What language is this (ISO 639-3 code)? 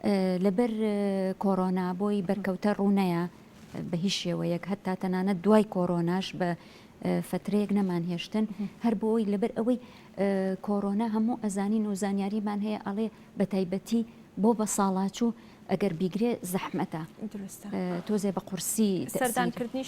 ckb